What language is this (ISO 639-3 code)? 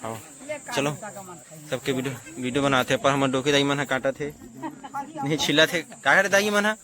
hne